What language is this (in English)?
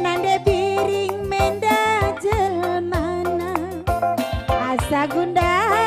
Batak Karo